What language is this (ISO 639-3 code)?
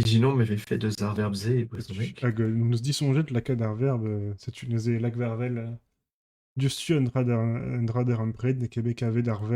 bre